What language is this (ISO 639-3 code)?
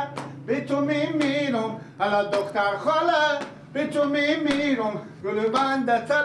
fas